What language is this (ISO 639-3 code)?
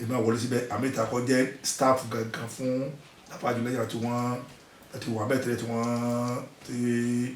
yor